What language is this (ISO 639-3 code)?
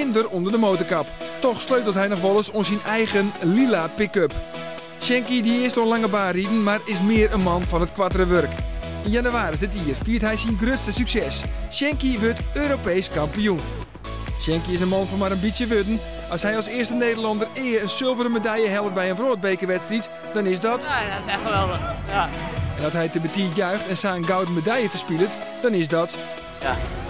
fry